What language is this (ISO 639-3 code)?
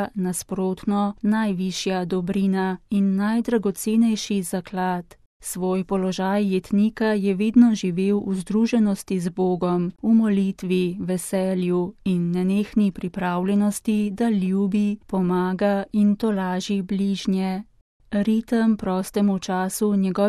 slv